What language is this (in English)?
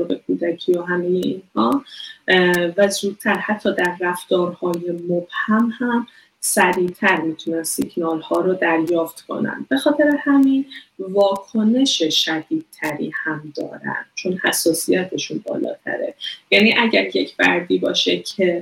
Persian